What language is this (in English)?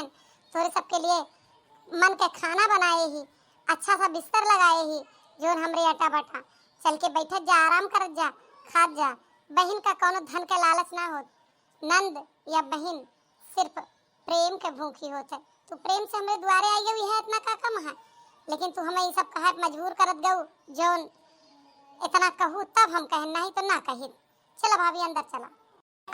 Awadhi